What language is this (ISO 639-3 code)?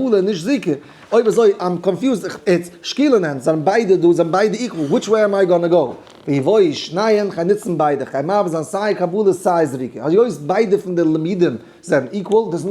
yid